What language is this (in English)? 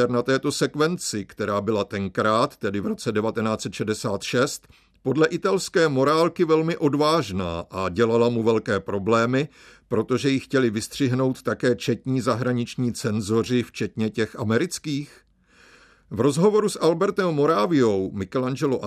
Czech